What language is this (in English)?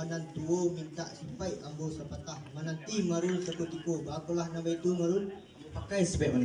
Minangkabau